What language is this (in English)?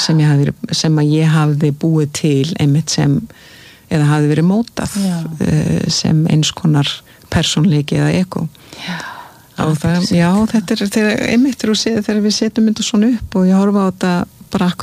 Icelandic